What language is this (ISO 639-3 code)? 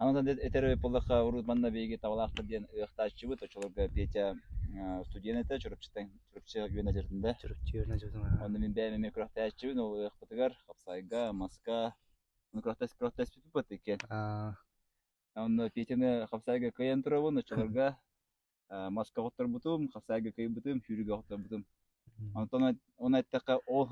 sah